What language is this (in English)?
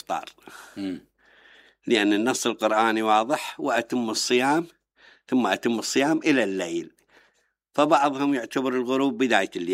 Mesopotamian Arabic